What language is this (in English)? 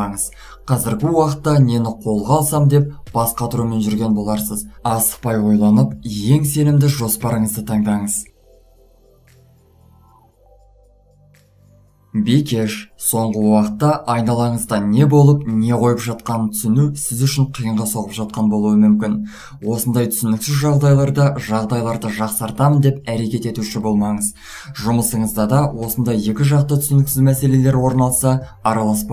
Kazakh